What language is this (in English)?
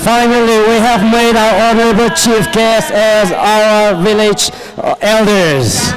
Tangkhul Naga (India)